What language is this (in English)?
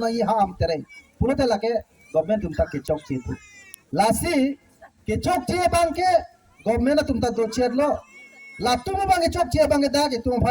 Karbi